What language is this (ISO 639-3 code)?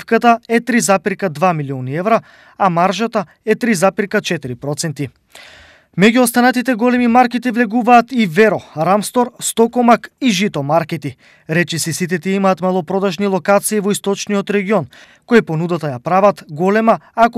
mkd